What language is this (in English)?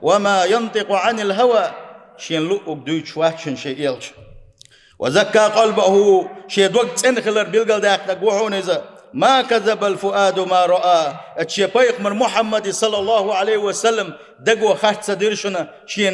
Chechen